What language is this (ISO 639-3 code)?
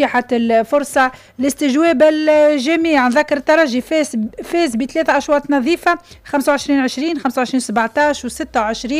aeb